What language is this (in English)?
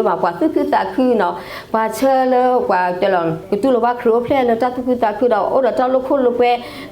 S'gaw Karen